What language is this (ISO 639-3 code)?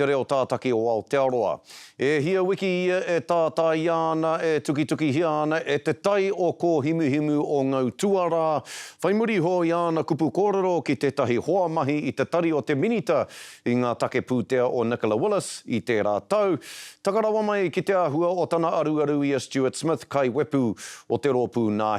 mri